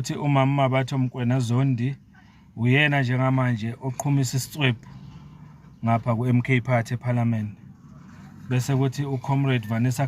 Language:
Zulu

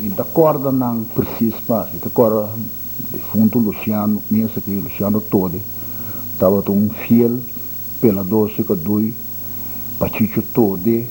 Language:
Papiamento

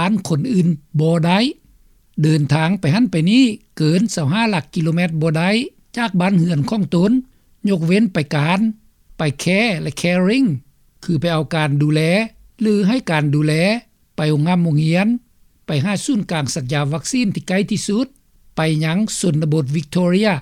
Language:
Lao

